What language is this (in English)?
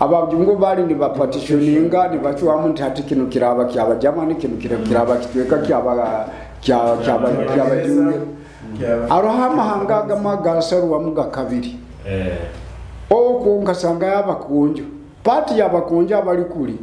Nyoro